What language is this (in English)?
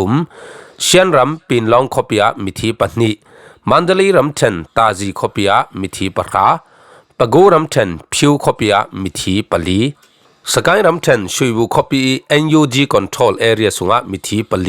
Falam Chin